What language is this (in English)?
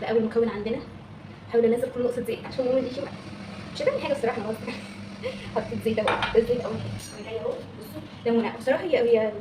Egyptian Arabic